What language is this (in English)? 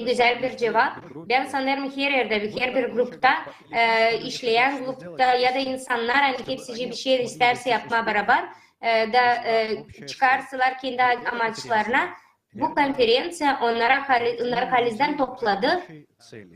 Gagauz